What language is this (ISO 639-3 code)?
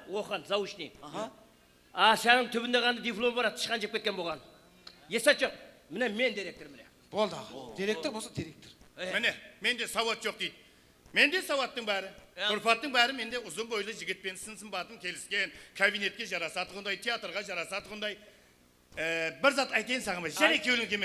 kaa